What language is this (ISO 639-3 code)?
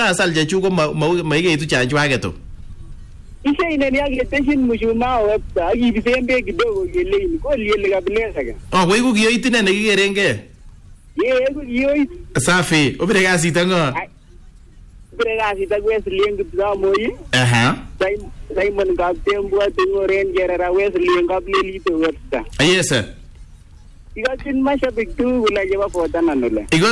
swa